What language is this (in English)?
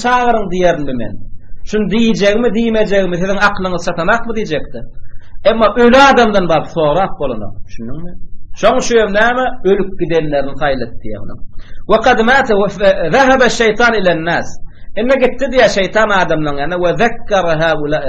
Turkmen